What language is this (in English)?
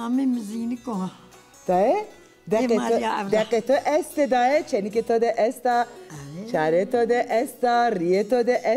Zaza